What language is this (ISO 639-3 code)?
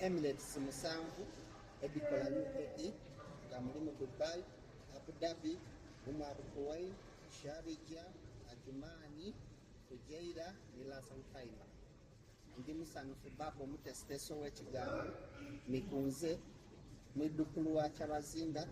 xog